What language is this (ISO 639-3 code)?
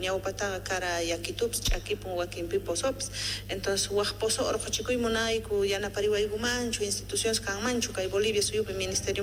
quh